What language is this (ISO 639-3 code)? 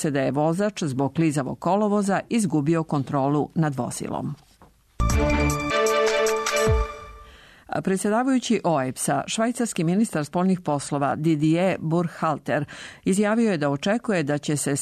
srp